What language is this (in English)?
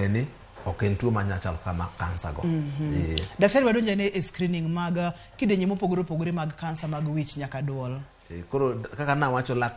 Luo (Kenya and Tanzania)